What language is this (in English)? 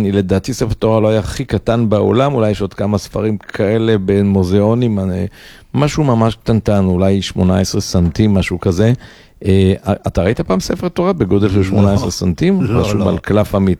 Hebrew